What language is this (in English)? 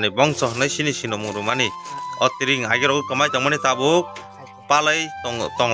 Kok Borok